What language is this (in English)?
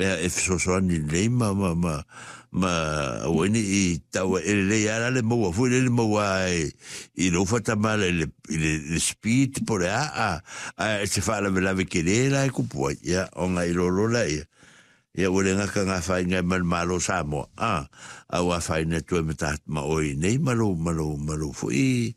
Samoan